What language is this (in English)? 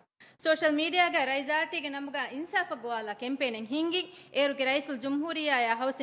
Divehi